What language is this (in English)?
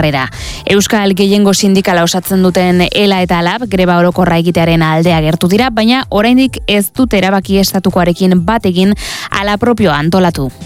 Basque